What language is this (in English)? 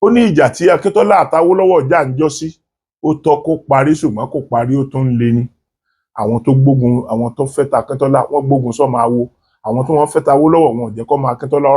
Yoruba